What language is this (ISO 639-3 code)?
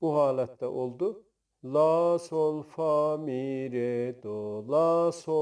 azb